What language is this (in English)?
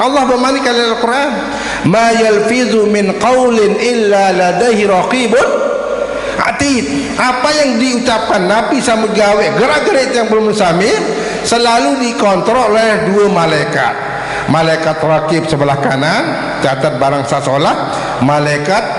Sasak